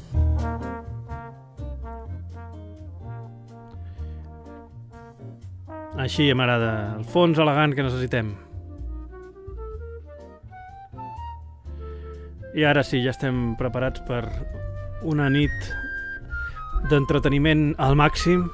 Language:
Catalan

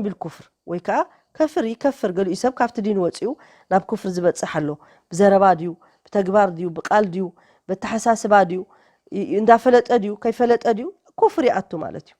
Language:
Tigrinya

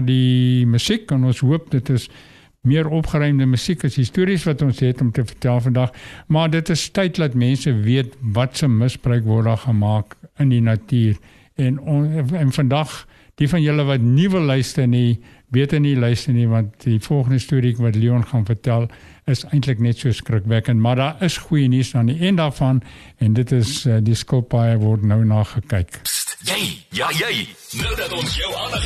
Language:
Afrikaans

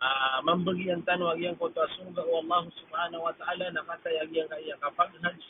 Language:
Maranao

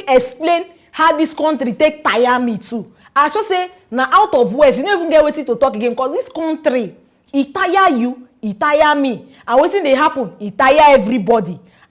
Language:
Nigerian Pidgin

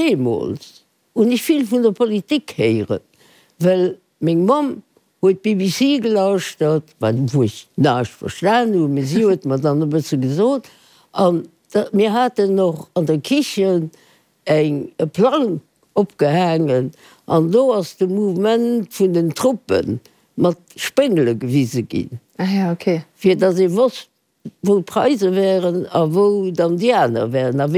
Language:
Luxembourgish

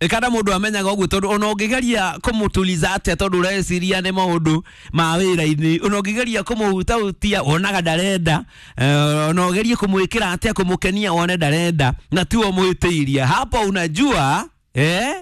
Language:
Kikuyu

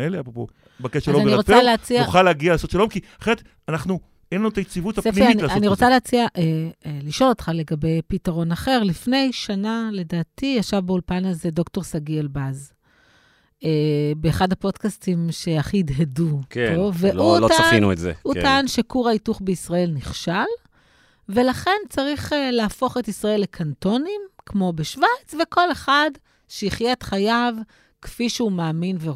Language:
Hebrew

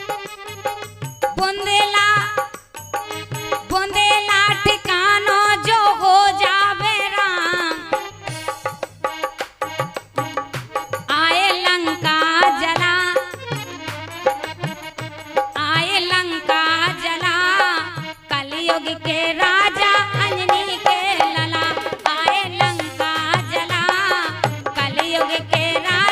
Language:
Bundeli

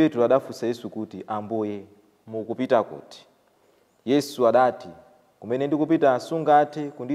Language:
Nyanja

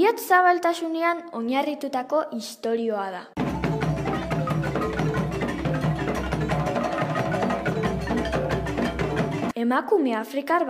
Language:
Basque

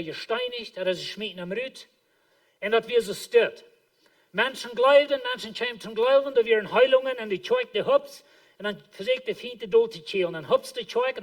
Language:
Plautdietsch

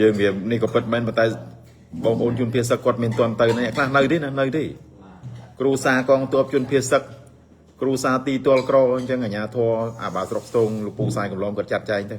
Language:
Khmer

